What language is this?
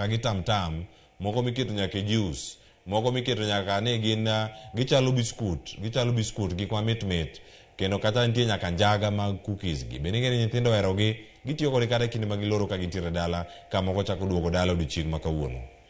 Luo (Kenya and Tanzania)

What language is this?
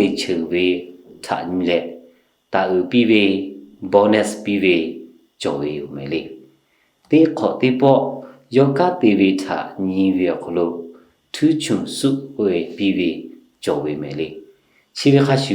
Lahu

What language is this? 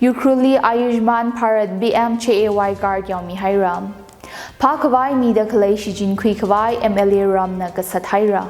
Tangkhul Naga (India)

